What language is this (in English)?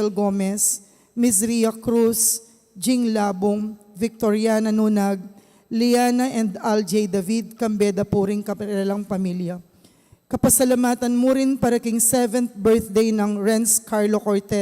Pampanga